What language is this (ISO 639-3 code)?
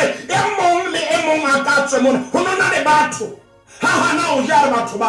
sot